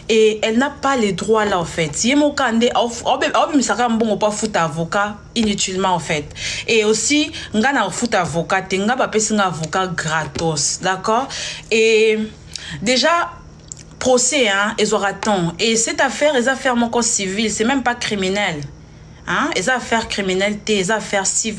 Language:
Lingala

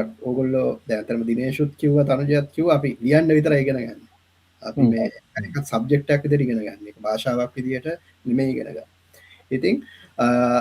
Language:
Sinhala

